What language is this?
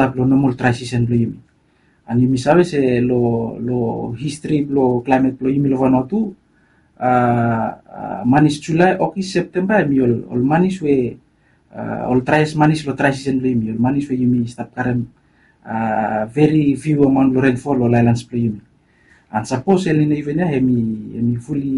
Bislama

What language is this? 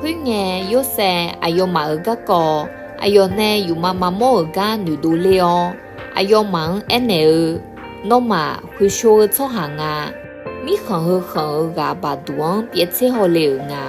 Akha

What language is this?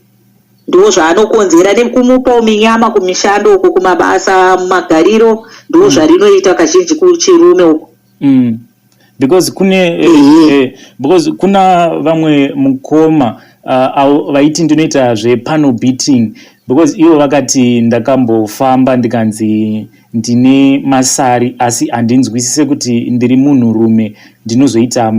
Shona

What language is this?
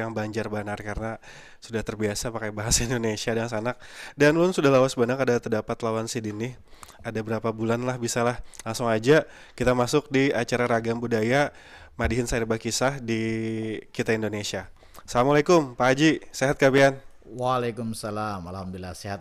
Banjar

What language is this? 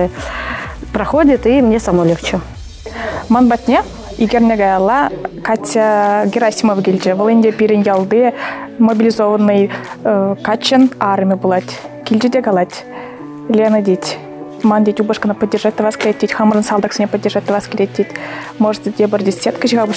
Chuvash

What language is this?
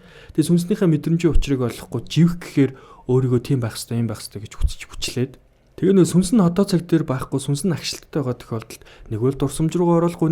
Mongolian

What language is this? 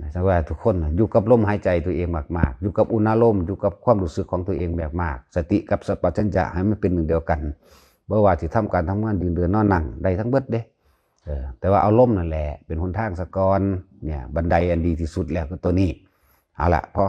Northeastern Thai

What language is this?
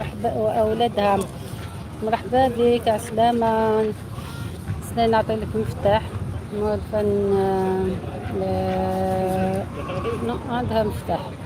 Algerian Arabic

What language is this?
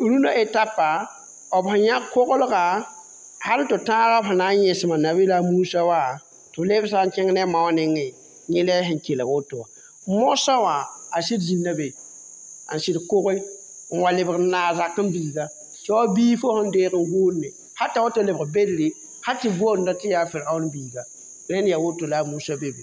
Mossi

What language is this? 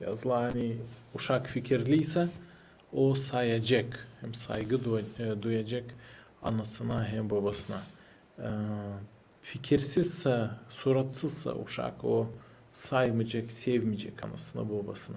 Gagauz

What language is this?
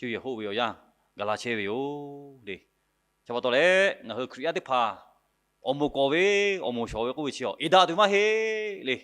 Lahu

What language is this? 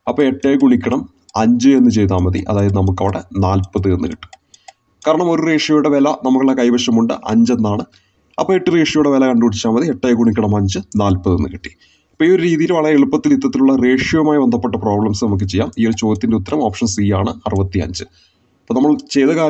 Malayalam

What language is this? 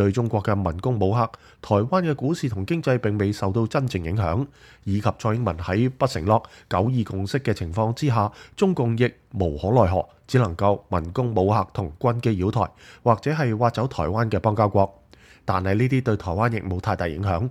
Cantonese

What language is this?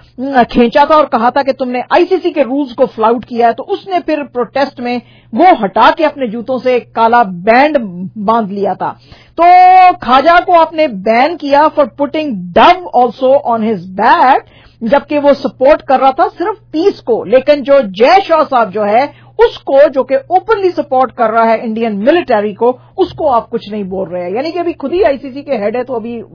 Urdu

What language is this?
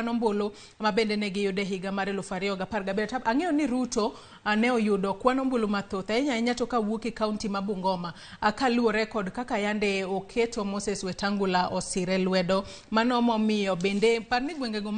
Luo (Kenya and Tanzania)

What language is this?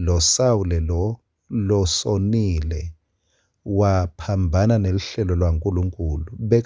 Swati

